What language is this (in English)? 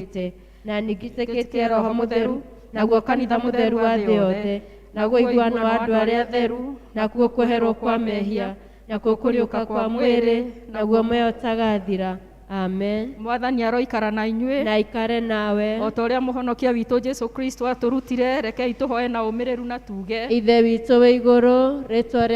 Kikuyu